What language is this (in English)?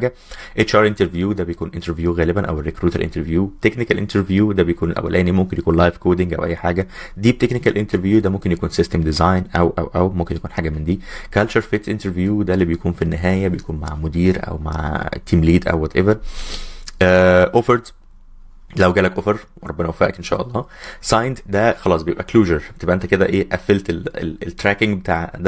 Egyptian Arabic